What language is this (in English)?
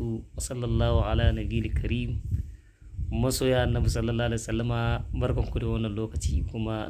Hausa